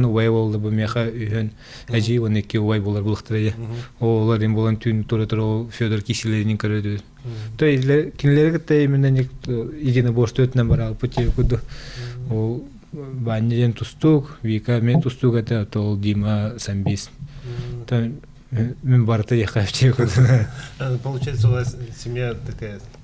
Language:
Yakut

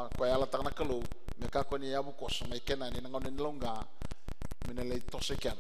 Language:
Fijian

